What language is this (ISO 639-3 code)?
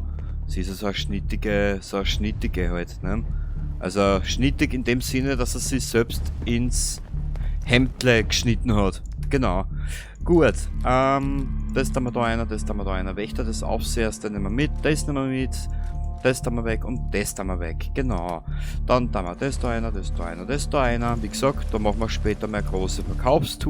bar